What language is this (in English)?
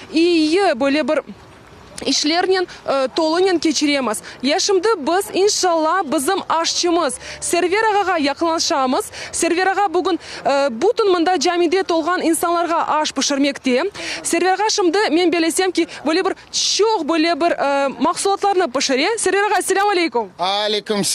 Crimean Tatar